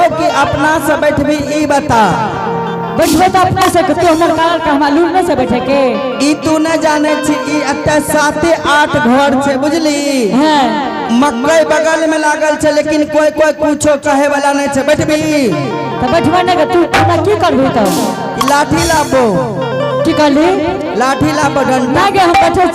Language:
Angika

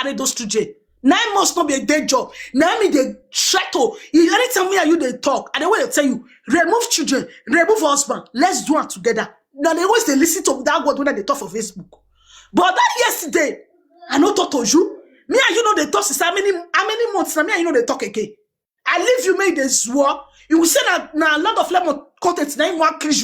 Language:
Nigerian Pidgin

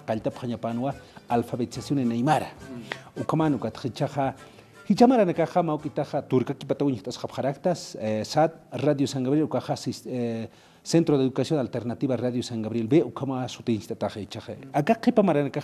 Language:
Aymara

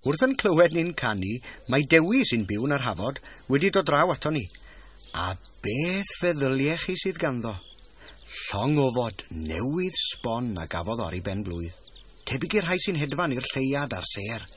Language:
Welsh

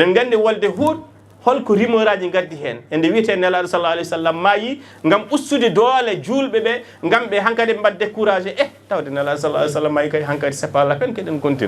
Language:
Fula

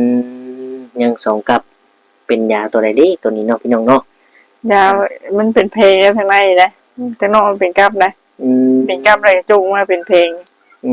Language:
Northeastern Thai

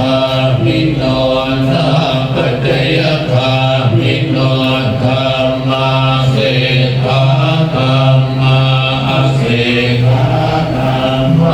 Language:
Pali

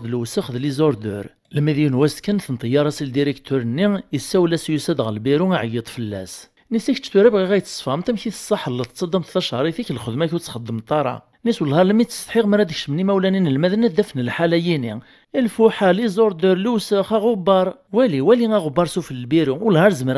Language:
Kabyle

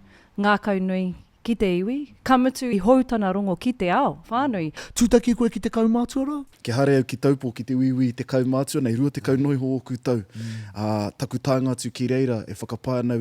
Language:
Māori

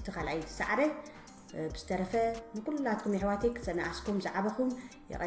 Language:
Tigrinya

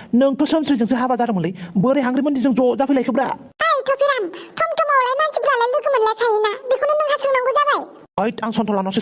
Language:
Bodo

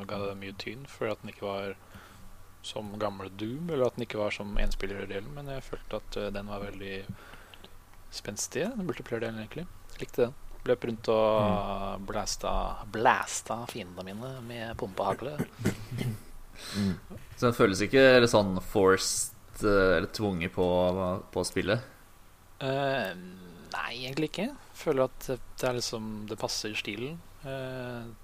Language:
Norwegian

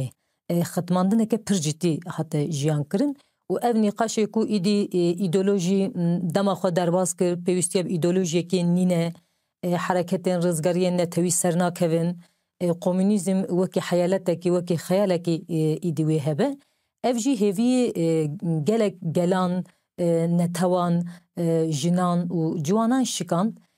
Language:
Kurdish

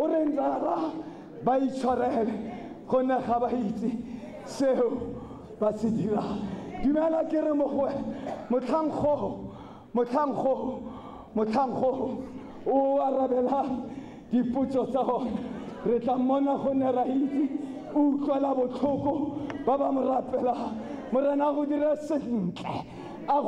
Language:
Tswana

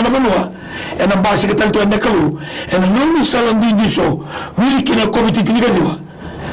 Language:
Fijian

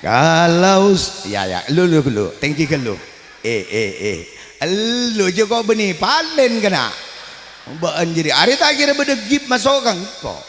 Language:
Madurese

